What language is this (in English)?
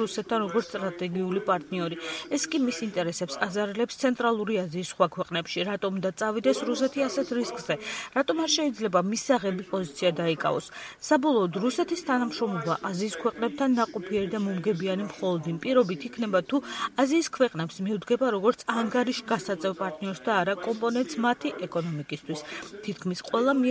Georgian